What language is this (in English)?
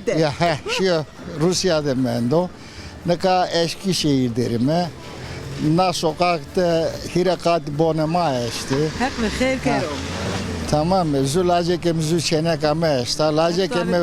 Zaza